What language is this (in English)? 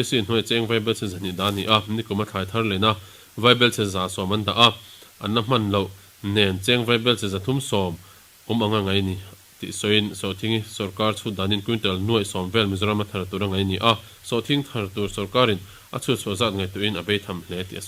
Mizo